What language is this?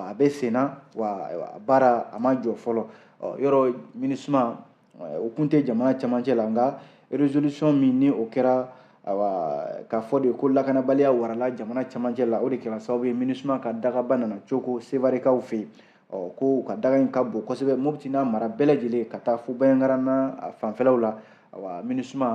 Bambara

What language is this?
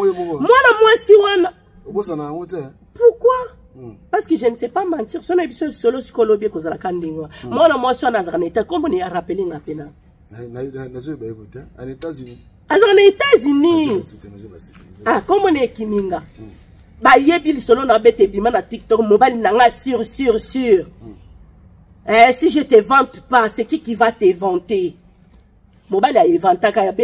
Lingala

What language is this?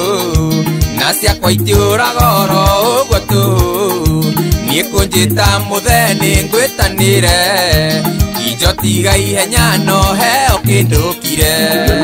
Kikuyu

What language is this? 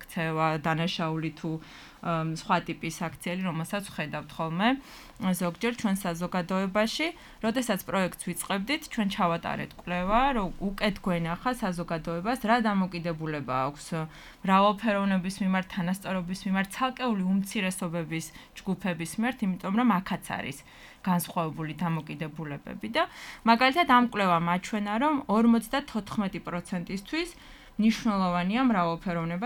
Georgian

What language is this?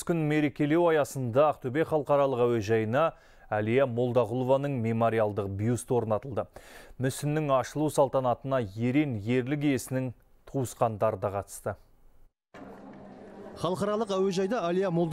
Kazakh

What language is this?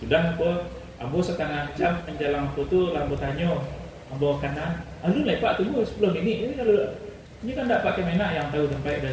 Minangkabau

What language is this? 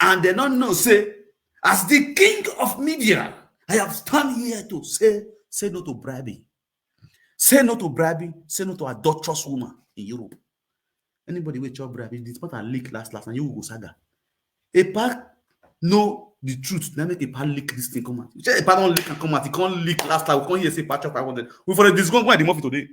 Nigerian Pidgin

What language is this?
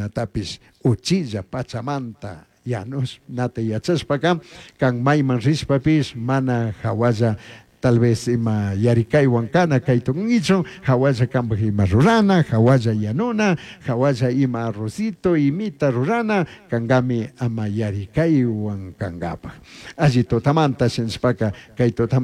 Chimborazo Highland Quichua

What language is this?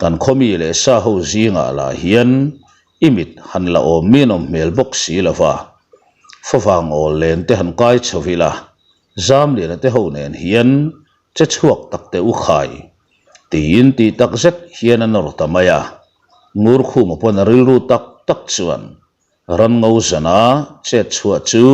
Mizo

